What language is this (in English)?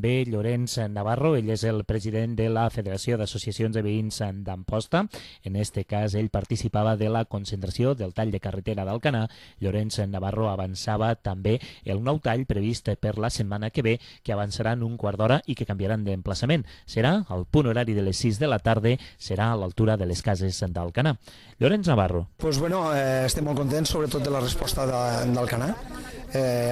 Catalan